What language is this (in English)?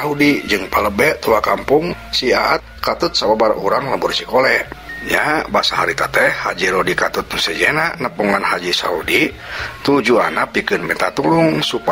Sundanese